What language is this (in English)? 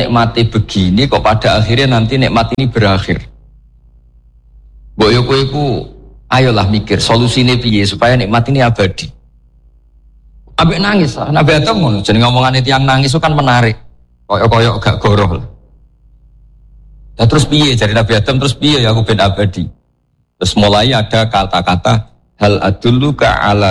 Javanese